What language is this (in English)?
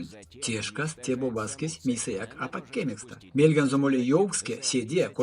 Erzya